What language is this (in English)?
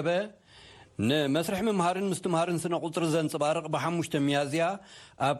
Tigrinya